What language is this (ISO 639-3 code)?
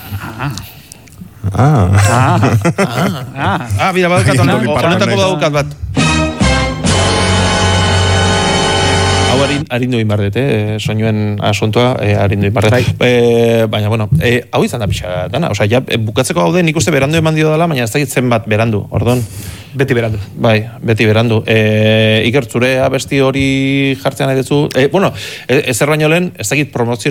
eus